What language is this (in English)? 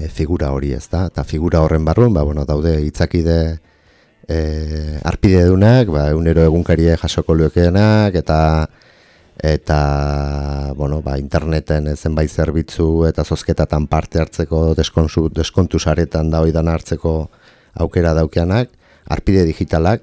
Basque